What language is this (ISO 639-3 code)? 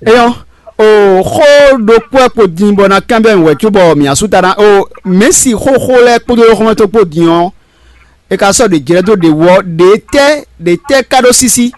fon